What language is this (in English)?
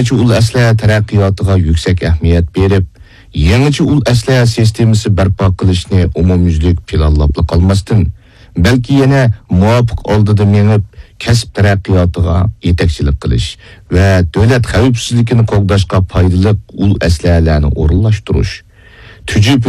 Uyghur